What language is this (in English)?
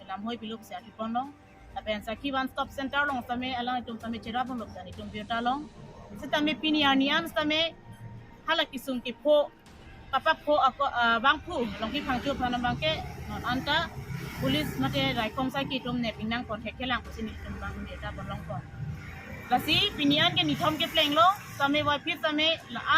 Karbi